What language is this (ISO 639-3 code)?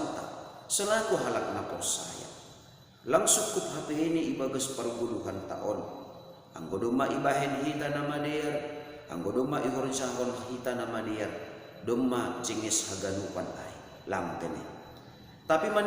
bts